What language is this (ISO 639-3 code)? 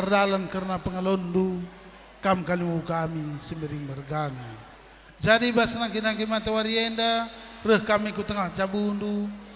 btx